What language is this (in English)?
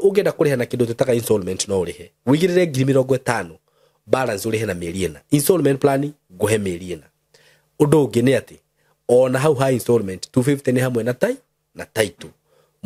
Kikuyu